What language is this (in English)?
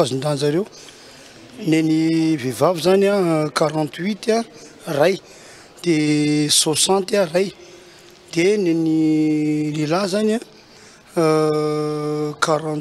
Malagasy